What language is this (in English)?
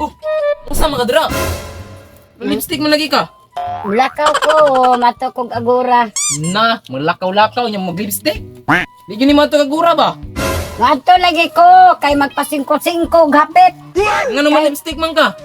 Cebuano